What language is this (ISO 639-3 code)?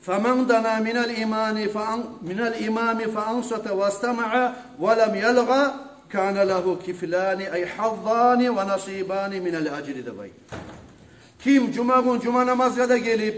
kum